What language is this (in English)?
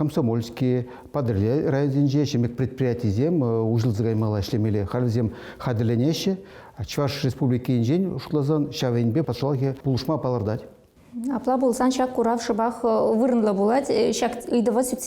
Chuvash